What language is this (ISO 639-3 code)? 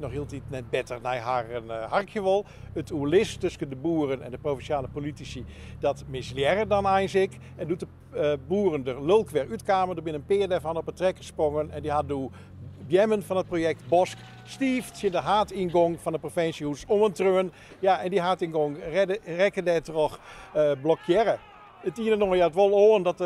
fry